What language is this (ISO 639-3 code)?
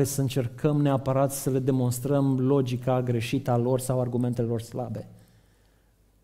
ron